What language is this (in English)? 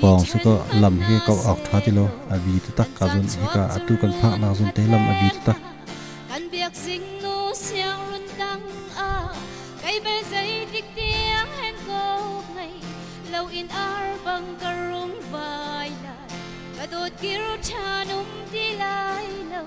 Hakha Chin